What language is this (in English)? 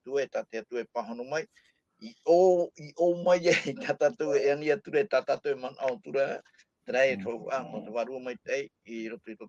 Tahitian